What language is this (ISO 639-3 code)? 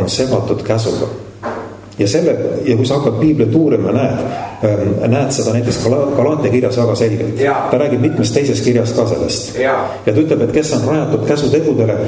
est